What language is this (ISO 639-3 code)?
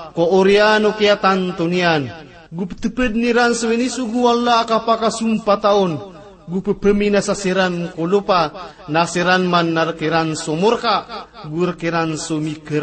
mrw